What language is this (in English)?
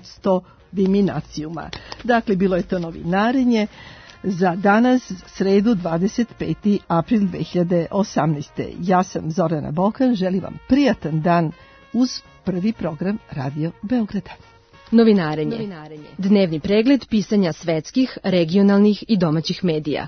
Serbian